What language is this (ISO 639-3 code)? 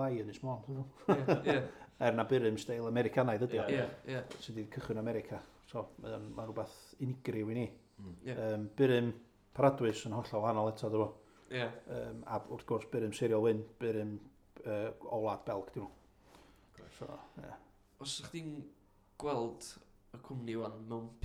cym